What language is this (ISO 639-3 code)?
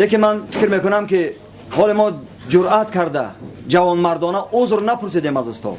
tgk